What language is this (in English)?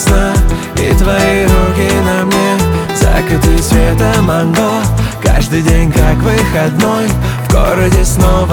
Russian